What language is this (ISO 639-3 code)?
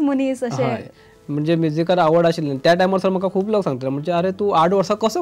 kok